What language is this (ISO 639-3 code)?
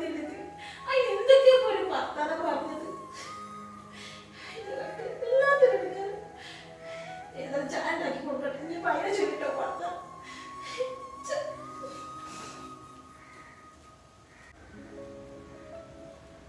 mal